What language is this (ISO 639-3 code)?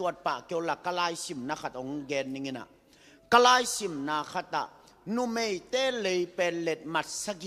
ctd